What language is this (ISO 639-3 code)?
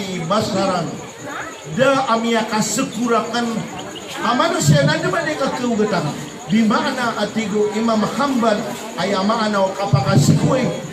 mrw